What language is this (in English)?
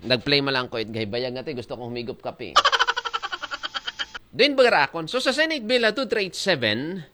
Aklanon